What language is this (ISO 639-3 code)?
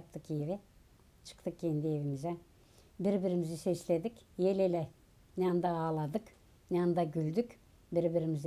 gag